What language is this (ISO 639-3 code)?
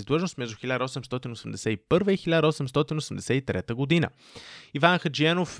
bul